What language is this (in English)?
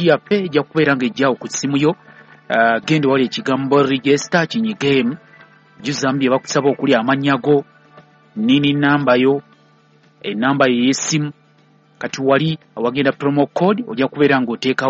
Ganda